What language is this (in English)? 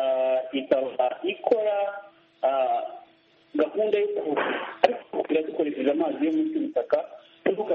Kinyarwanda